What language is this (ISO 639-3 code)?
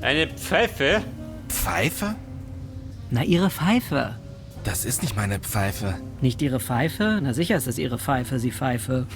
bar